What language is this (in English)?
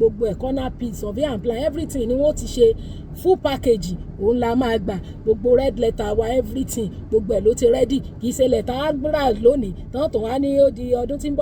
Yoruba